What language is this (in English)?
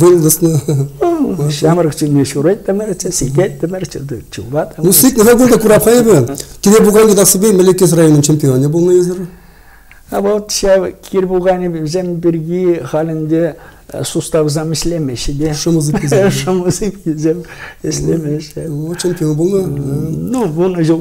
Chuvash